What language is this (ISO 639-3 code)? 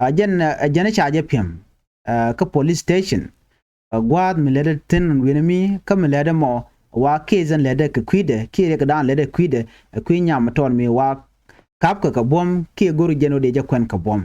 nus